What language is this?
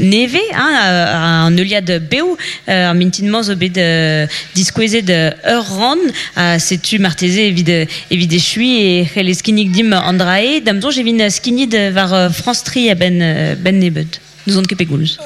Breton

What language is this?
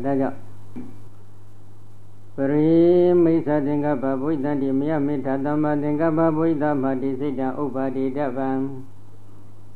Burmese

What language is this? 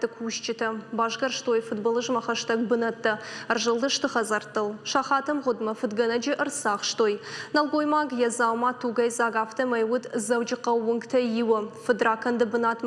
Ossetic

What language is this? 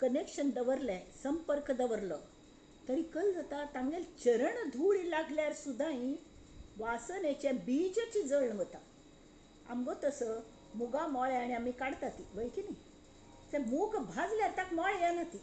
Konkani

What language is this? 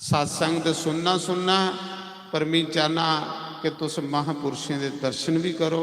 Dogri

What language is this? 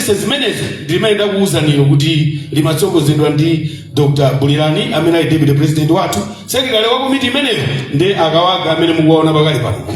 Nyanja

